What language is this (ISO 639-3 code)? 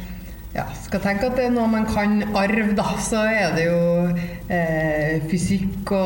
nor